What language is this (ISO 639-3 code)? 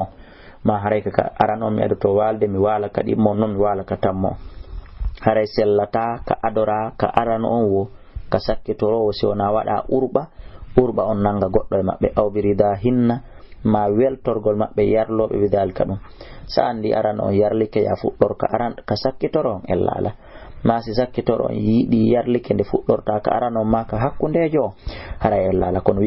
ful